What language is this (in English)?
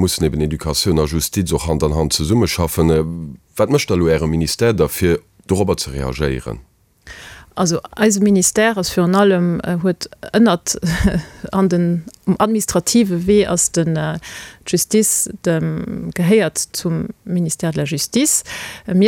Luxembourgish